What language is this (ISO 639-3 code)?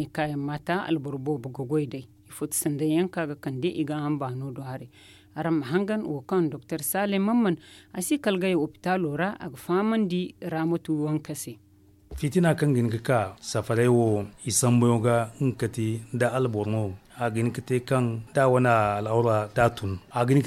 dje